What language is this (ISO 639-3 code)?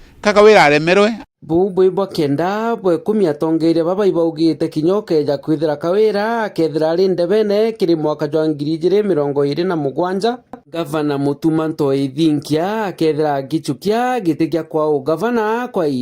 mer